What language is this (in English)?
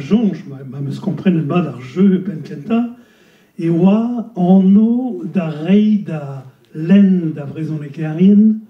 Breton